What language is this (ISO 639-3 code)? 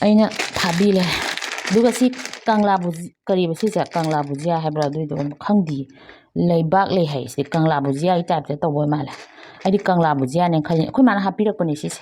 mni